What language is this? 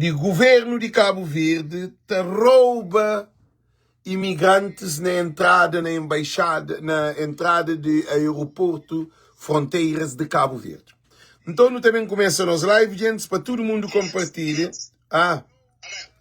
Kabuverdianu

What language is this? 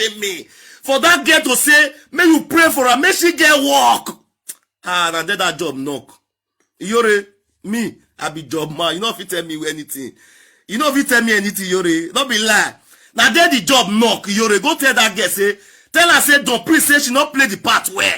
Nigerian Pidgin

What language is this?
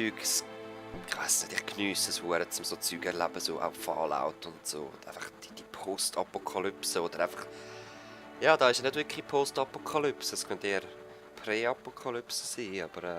Swiss German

